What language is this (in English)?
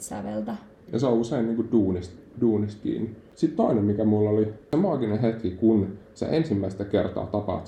Finnish